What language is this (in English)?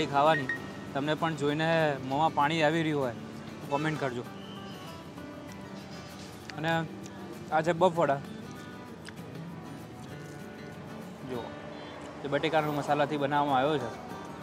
Gujarati